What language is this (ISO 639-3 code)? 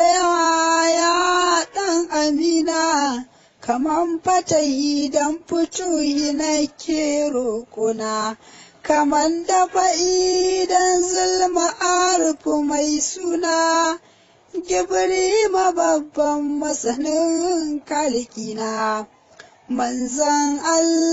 hau